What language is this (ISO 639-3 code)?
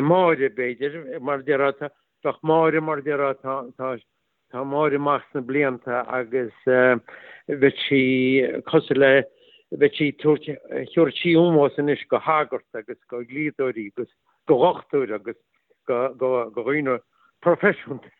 gle